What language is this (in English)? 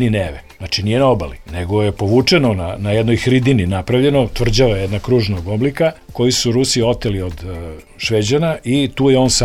Serbian